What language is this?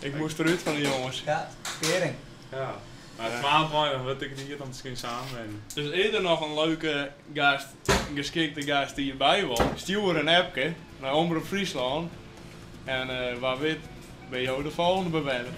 Western Frisian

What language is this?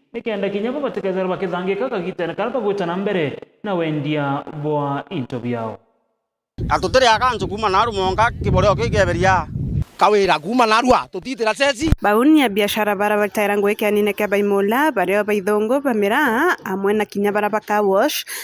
Meru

